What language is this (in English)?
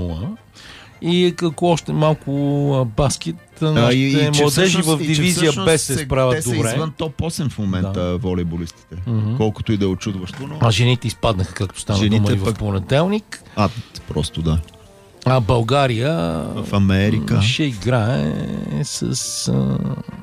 Bulgarian